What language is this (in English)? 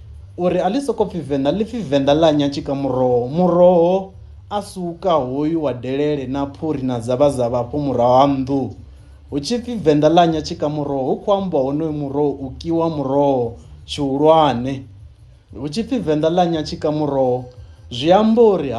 Venda